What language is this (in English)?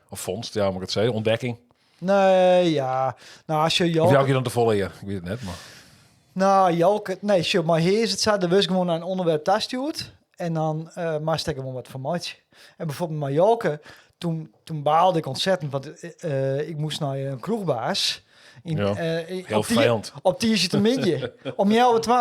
Western Frisian